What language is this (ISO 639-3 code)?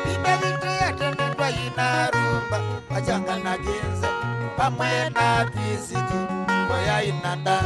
kam